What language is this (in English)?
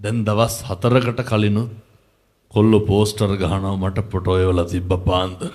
Sinhala